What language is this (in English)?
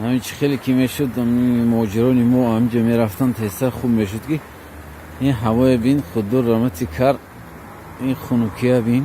Tajik